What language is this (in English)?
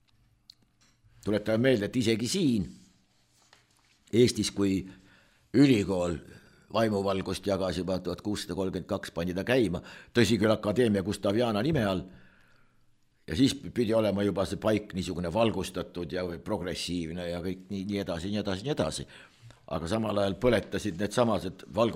Estonian